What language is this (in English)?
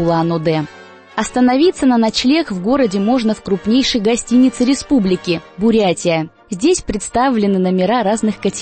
Russian